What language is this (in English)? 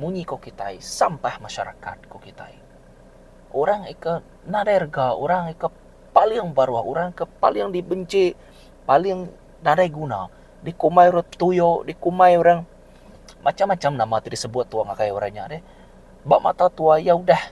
Iban